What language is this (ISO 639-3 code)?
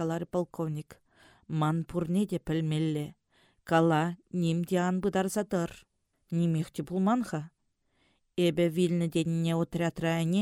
chv